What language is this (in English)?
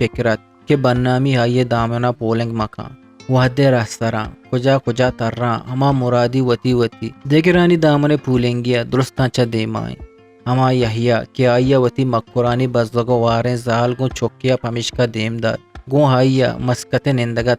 Eastern Balochi